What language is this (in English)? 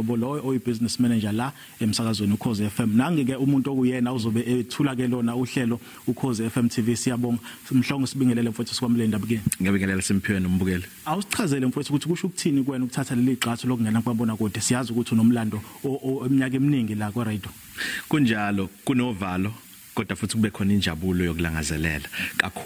Zulu